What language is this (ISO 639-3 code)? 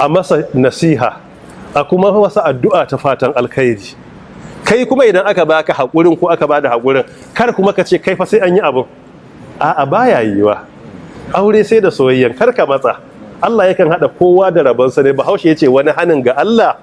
hau